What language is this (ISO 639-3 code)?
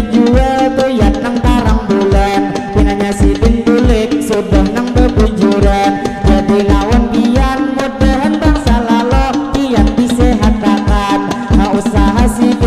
bjn